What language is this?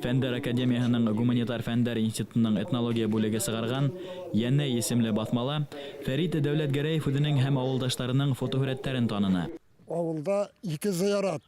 Bashkir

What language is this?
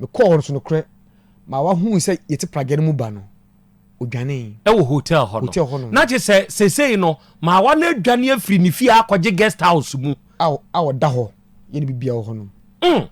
Akan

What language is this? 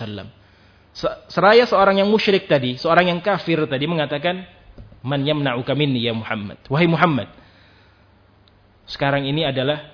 Indonesian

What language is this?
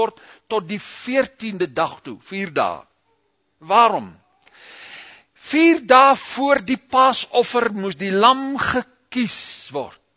Afrikaans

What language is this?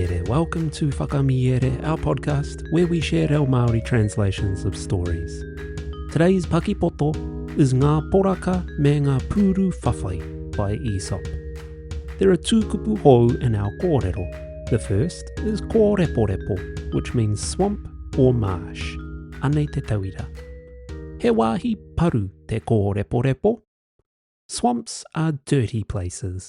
Māori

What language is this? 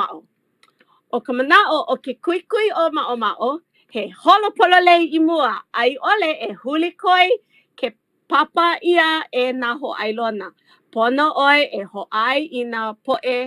Hawaiian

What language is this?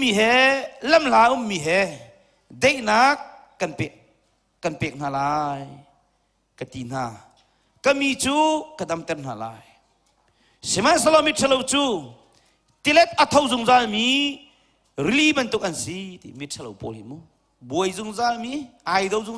Hakha Chin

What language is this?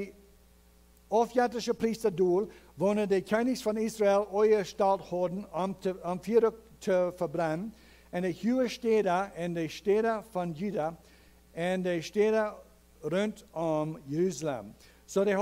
Plautdietsch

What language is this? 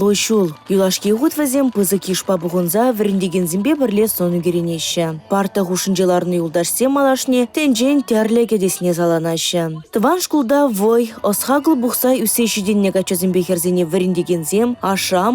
Chuvash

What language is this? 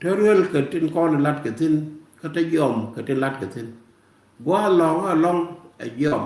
Nuer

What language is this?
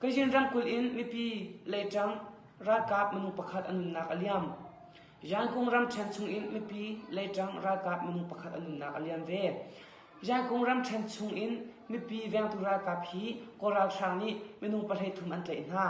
Hakha Chin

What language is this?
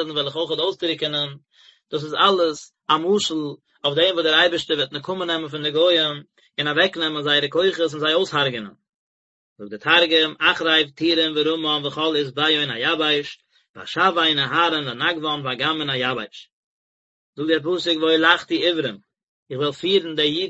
Yiddish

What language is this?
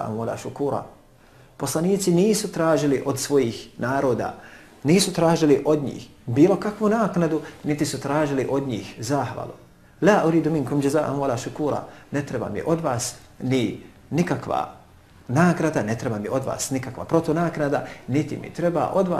Bosnian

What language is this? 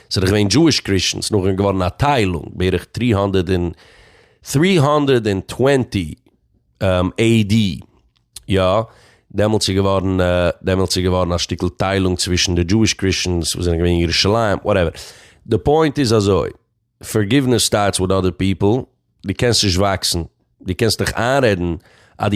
Yiddish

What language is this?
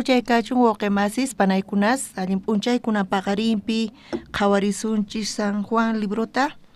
South Bolivian Quechua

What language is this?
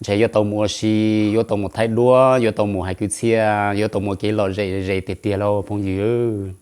Hmong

